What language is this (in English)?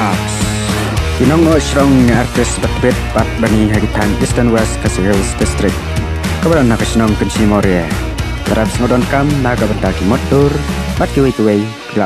Khasi